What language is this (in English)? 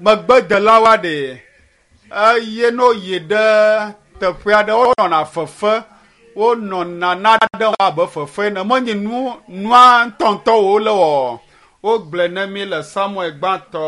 Ewe